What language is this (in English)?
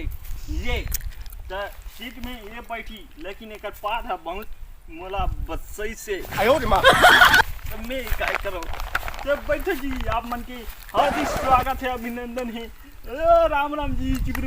Chhattisgarhi